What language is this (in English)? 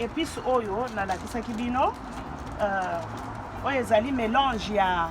Lingala